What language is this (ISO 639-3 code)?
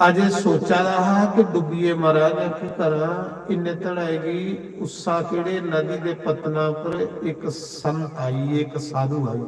doi